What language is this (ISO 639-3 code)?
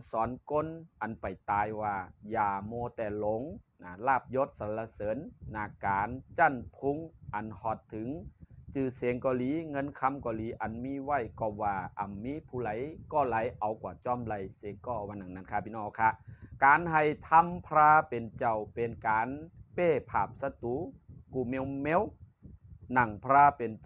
shn